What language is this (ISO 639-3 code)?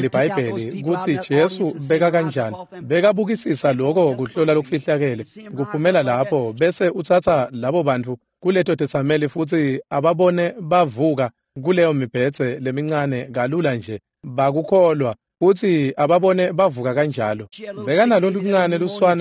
ssw